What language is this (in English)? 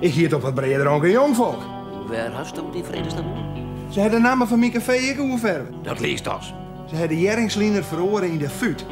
Western Frisian